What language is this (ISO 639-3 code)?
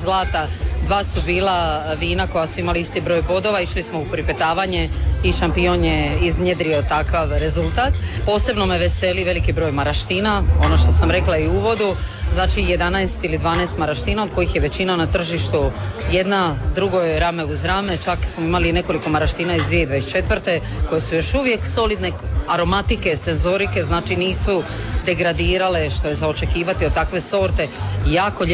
hrv